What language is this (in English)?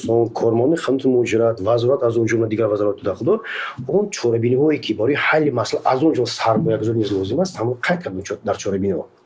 Tajik